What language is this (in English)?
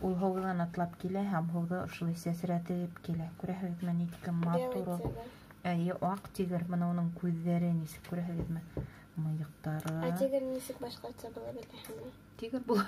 Bashkir